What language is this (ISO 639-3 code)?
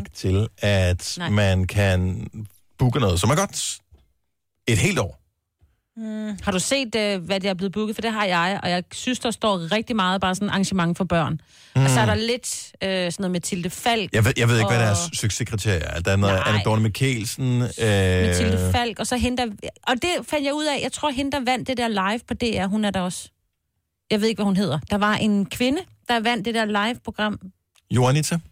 dan